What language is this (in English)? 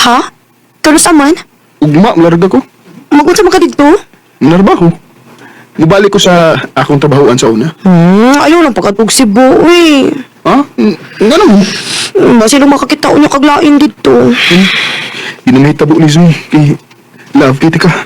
Cebuano